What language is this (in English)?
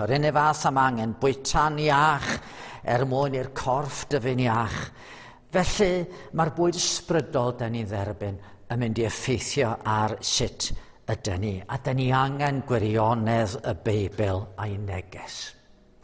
Welsh